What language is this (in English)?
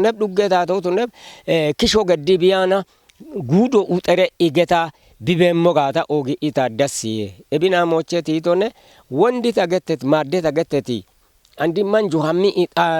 Kafa